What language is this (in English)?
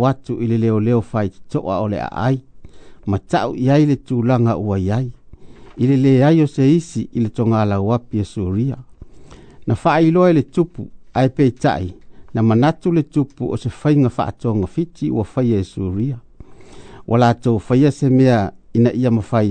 Samoan